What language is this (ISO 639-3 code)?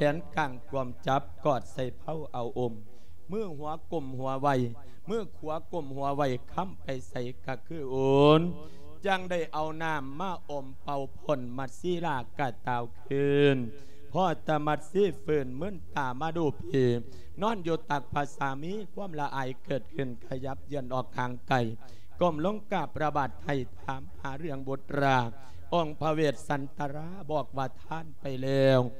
lao